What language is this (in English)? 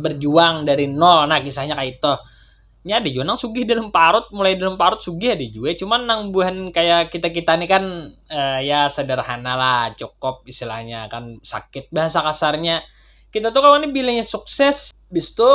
Banjar